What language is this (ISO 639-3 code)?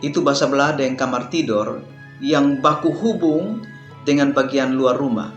mkn